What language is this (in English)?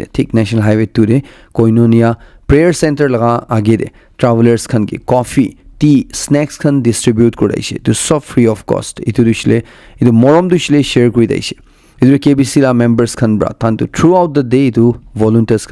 Naga Pidgin